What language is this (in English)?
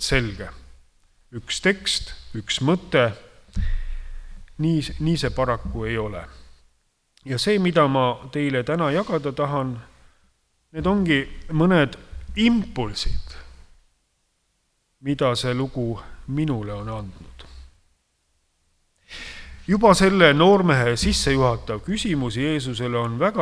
Estonian